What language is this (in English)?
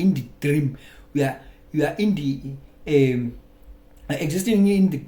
Zulu